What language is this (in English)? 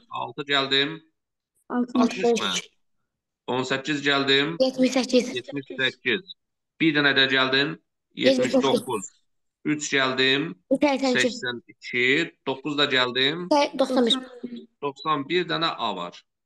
Azerbaijani